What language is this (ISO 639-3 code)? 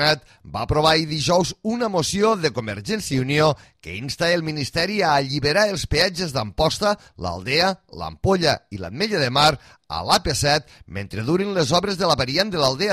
cat